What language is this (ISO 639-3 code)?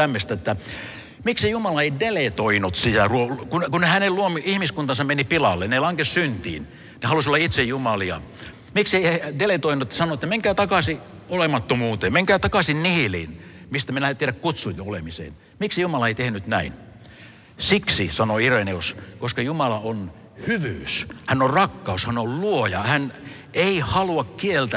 fin